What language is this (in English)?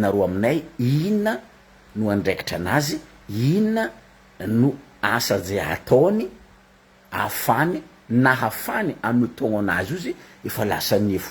Malagasy